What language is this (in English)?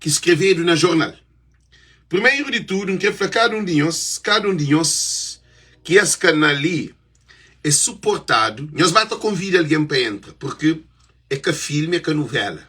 Kabuverdianu